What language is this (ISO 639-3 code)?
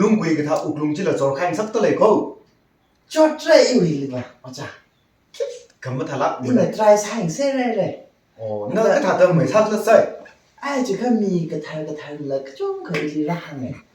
nmf